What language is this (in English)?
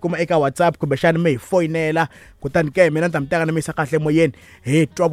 Tsonga